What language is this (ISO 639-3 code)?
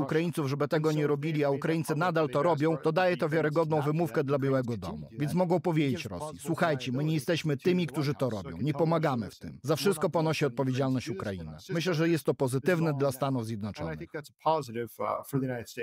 pol